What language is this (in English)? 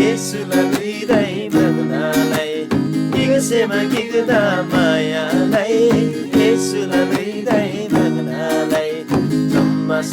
Eastern Tamang